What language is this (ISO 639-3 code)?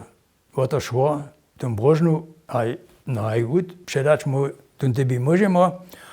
hsb